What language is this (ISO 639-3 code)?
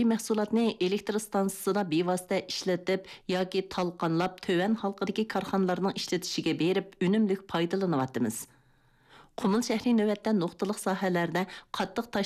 uig